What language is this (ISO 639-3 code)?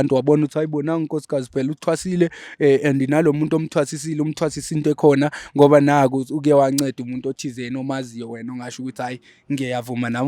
zul